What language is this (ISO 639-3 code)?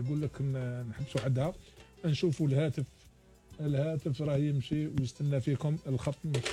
arq